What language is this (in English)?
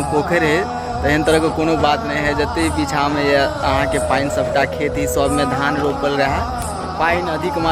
Maithili